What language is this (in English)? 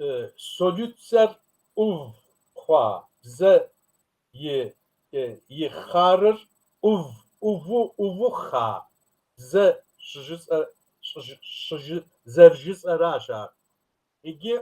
Kabardian